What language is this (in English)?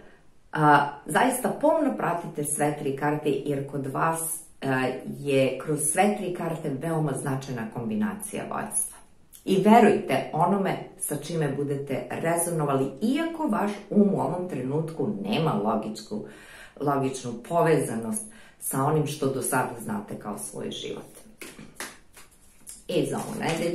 Serbian